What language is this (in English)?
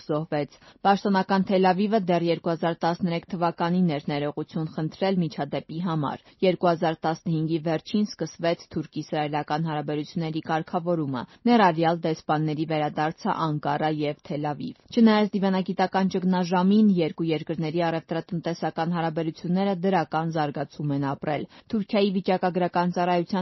Armenian